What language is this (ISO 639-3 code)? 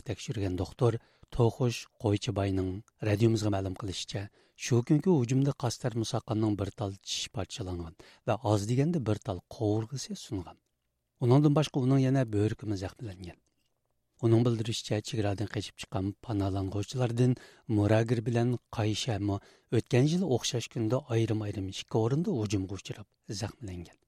uig